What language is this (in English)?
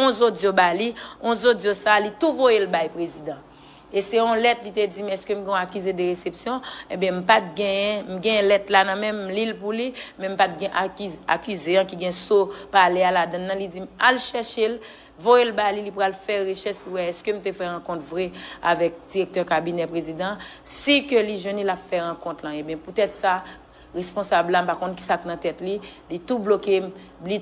Haitian Creole